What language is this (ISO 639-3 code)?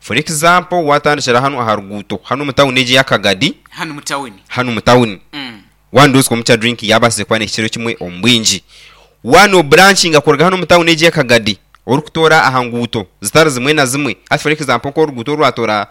nyn